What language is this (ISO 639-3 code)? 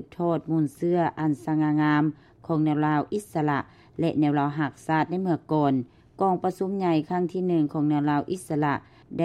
lao